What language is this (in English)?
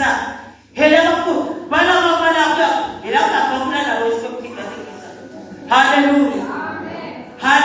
Tsonga